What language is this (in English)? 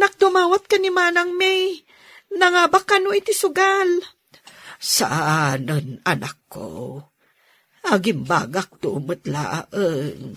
Iloko